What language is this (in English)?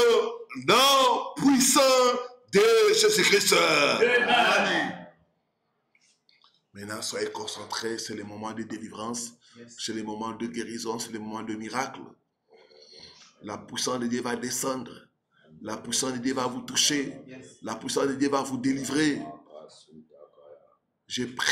French